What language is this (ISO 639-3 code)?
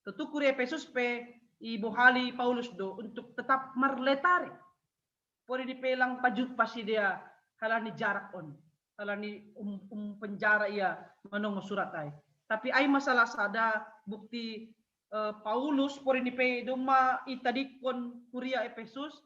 bts